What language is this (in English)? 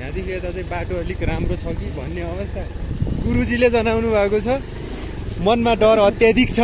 Nepali